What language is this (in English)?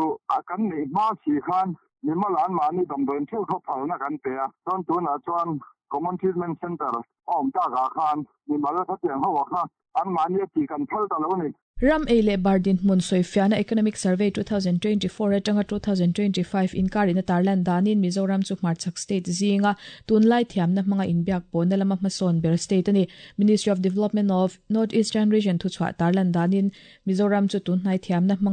Mizo